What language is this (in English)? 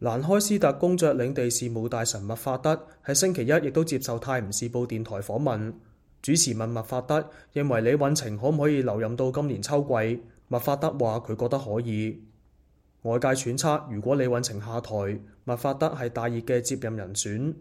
Cantonese